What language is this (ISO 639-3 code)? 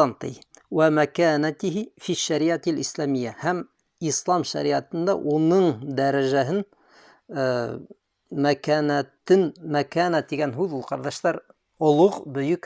bak